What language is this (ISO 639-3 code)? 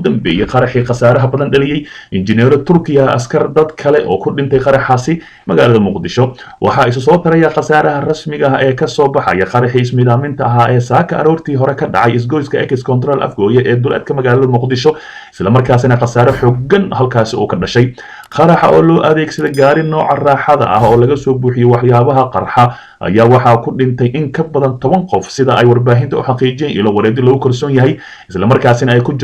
som